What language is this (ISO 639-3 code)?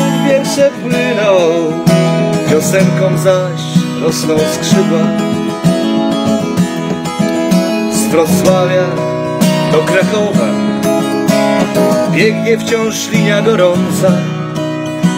pol